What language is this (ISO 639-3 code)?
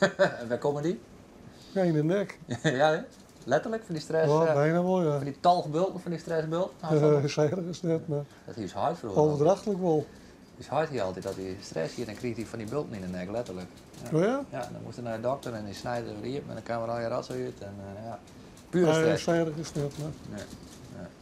fry